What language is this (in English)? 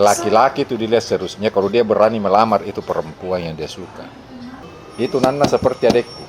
Makassar Malay